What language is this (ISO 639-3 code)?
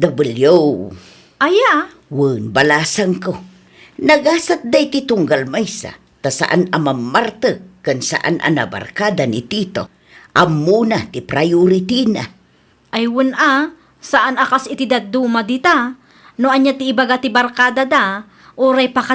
ilo